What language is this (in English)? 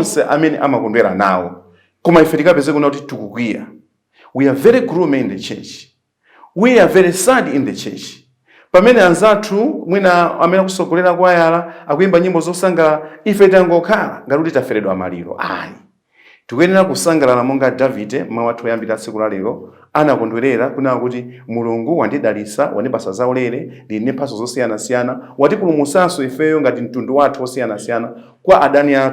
Nyanja